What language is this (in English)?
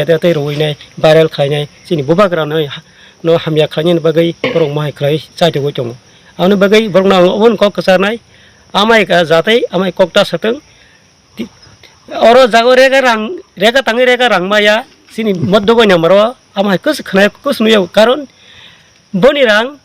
Kok Borok